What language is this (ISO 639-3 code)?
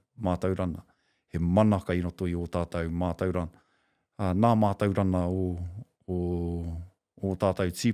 mri